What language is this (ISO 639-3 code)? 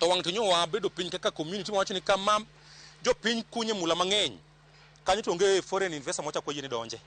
luo